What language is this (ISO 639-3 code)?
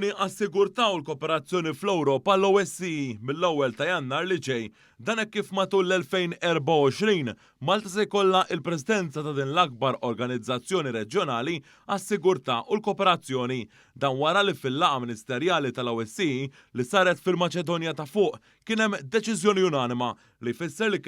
mlt